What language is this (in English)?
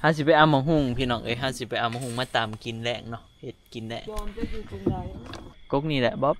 Northeastern Thai